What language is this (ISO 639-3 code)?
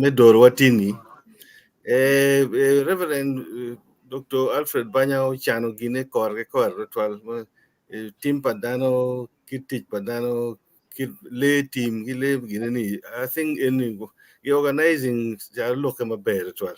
ach